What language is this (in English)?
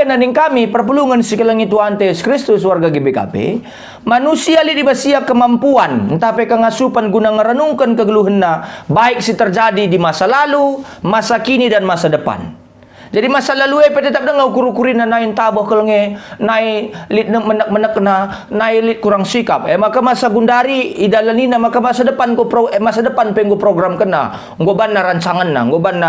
Batak Karo